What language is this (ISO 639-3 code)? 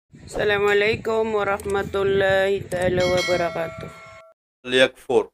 mrw